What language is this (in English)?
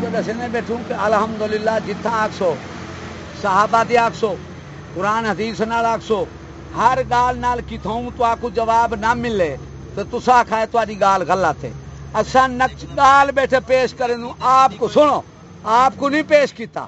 Saraiki